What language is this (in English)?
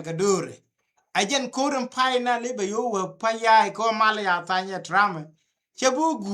Nuer